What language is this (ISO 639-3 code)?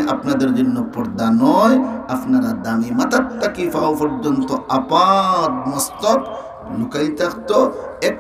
syl